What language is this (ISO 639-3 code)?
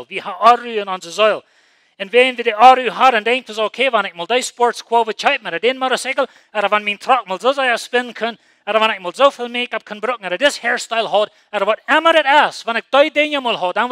pdt